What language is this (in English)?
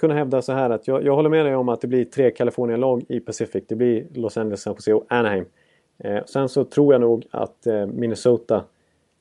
Swedish